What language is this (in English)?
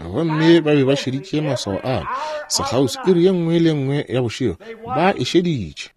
Northern Sotho